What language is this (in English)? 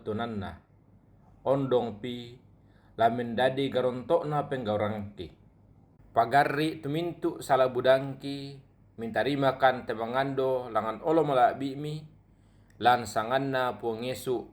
Toraja-Sa'dan